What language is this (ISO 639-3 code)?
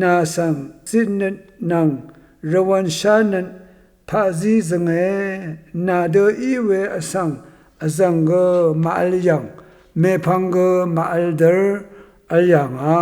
raw